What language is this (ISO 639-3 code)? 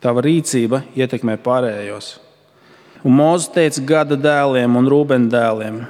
lav